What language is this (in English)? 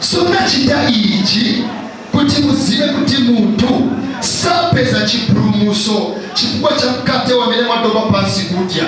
Nyanja